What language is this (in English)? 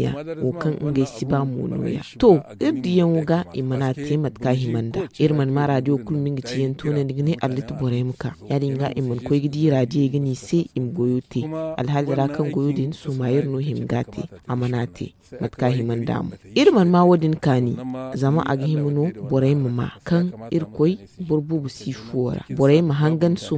Zarma